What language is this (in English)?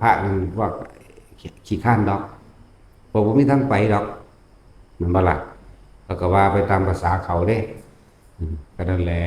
Northeastern Thai